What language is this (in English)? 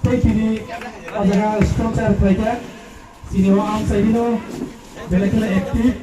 Kok Borok